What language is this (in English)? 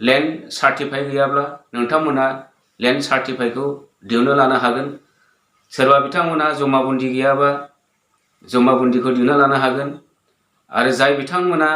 Bodo